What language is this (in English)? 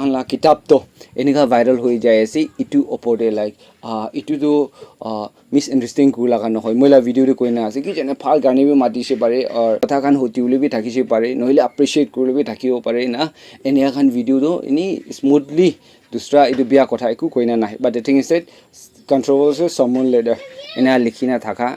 Naga Pidgin